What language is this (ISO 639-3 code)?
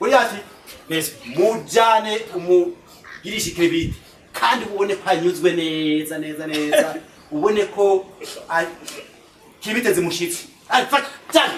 run